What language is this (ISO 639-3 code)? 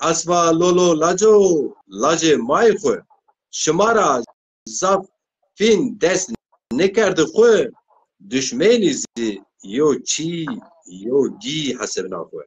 zza